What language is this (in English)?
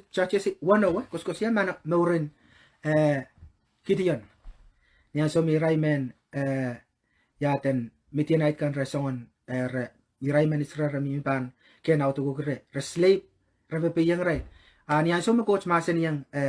Pohnpeian